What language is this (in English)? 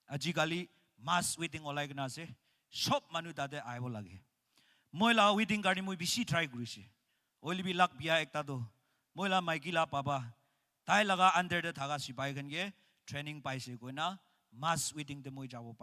Naga Pidgin